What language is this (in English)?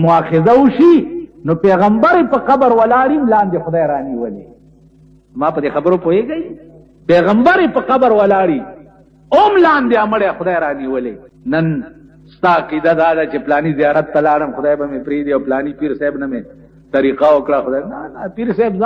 Pashto